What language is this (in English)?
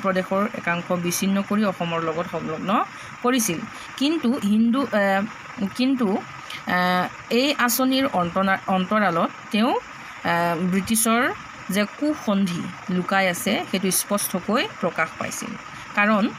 Assamese